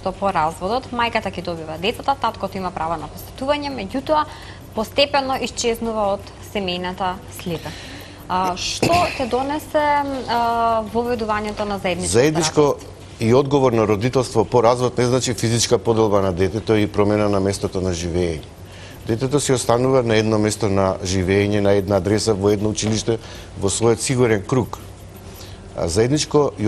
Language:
Macedonian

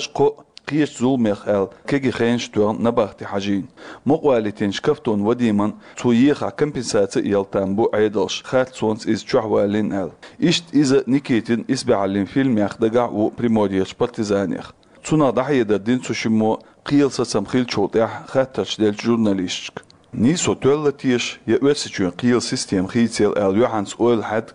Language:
Chechen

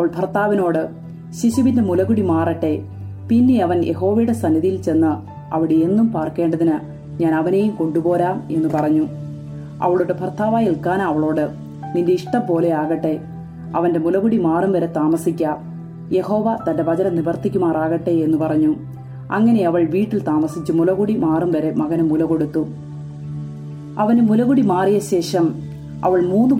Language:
Malayalam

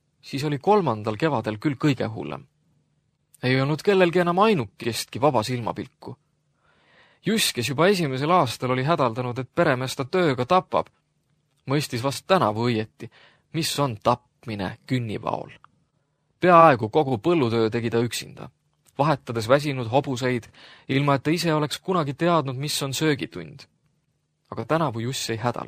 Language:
Estonian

